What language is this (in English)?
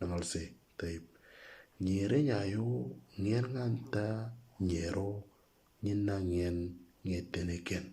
Moro